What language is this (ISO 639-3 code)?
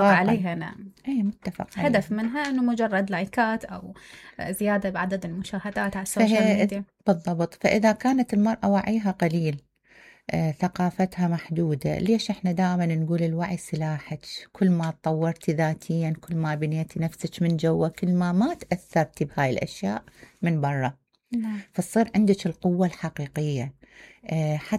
acm